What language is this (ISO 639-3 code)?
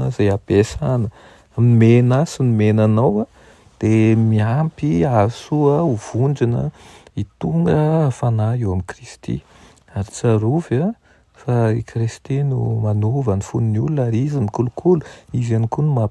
mlg